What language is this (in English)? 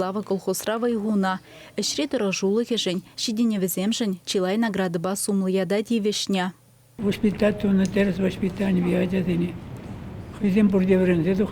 Chuvash